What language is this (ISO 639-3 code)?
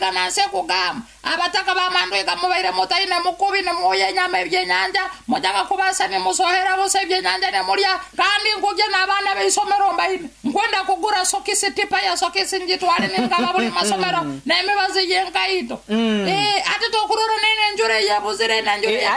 nyo